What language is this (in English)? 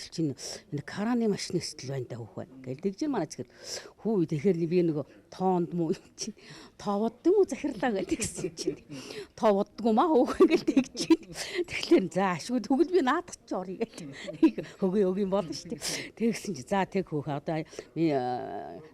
Mongolian